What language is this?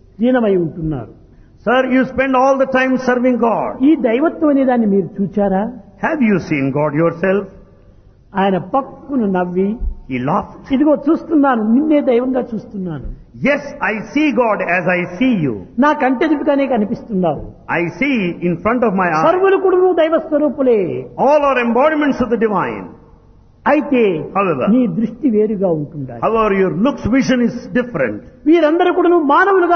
Telugu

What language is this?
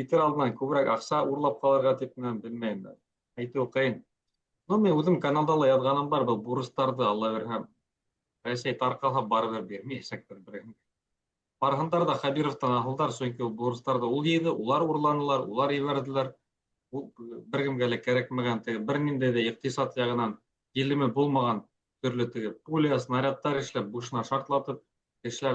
Bashkir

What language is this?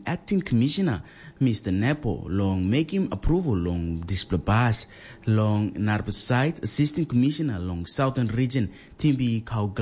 Tok Pisin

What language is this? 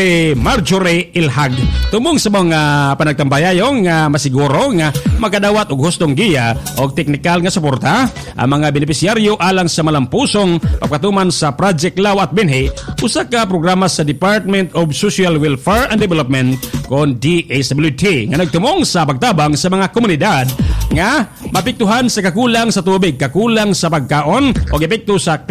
Cebuano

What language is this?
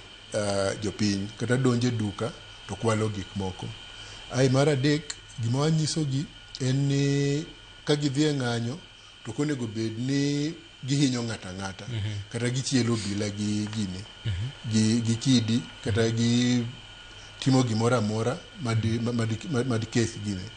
Luo (Kenya and Tanzania)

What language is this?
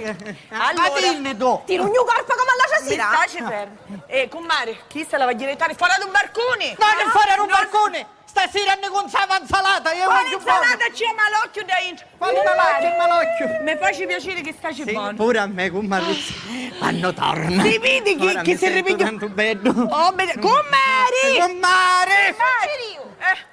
Sicilian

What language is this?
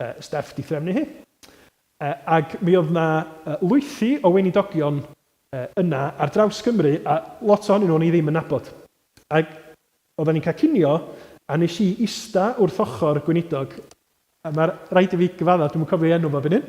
Welsh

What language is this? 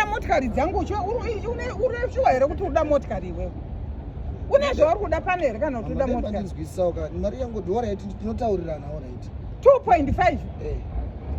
Shona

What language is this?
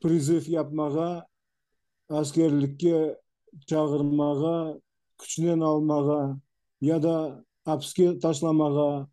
Crimean Tatar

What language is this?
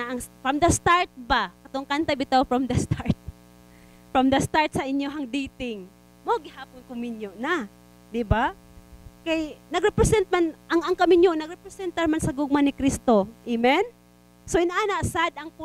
Cebuano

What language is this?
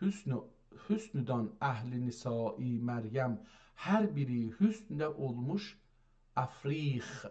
South Azerbaijani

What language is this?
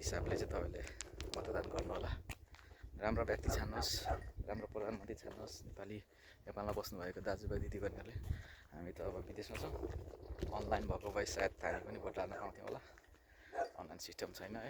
Nepali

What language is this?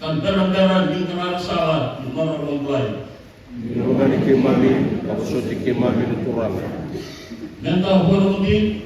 Fijian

